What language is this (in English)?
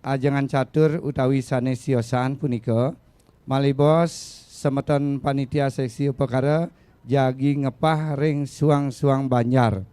Balinese